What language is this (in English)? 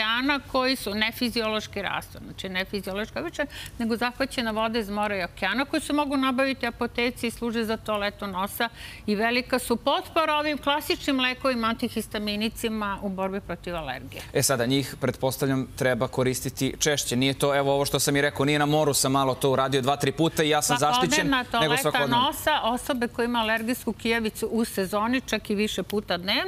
Serbian